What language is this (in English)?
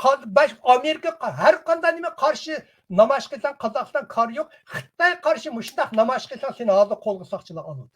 Uyghur